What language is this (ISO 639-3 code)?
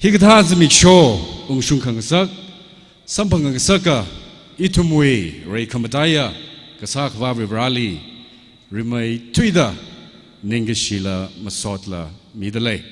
nmf